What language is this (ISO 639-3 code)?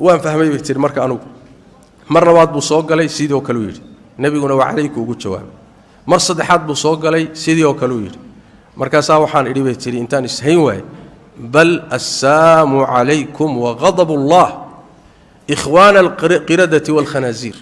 som